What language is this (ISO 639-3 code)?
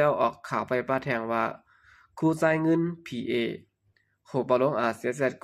shn